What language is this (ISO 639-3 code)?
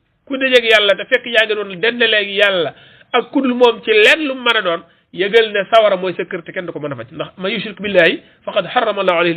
wol